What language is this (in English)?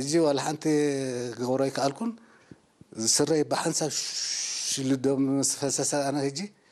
Tigrinya